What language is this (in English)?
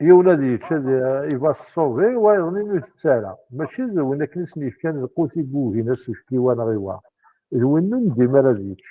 Kabyle